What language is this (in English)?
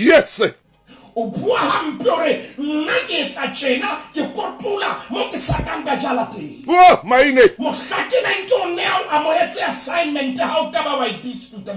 Southern Sotho